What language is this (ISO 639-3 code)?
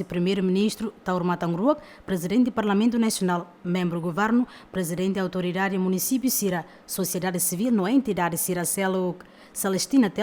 tet